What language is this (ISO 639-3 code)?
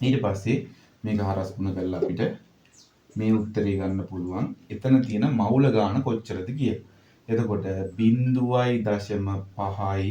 sin